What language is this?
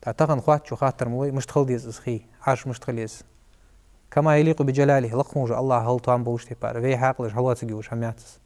Ingush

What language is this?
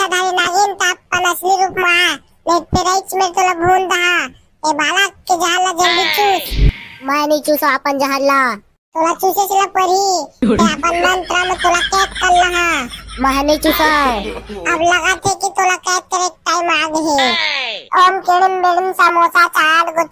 Chhattisgarhi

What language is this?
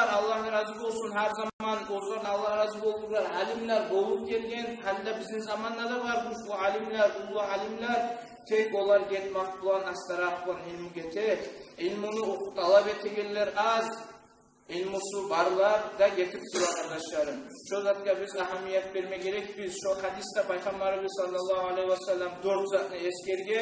Kumyk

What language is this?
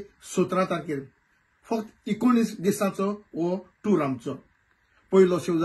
Konkani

